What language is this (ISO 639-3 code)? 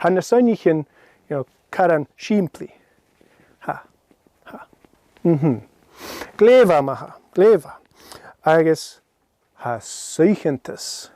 gla